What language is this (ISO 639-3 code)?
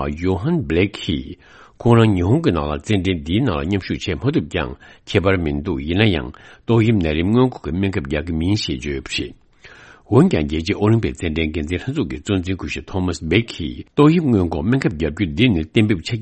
bod